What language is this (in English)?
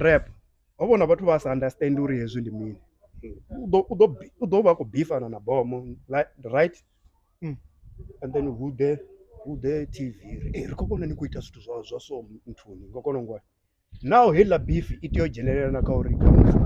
Venda